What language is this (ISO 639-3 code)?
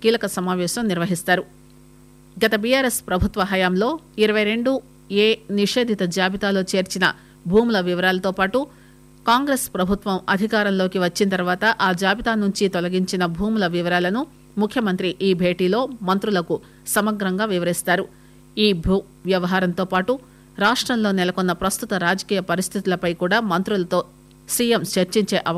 tel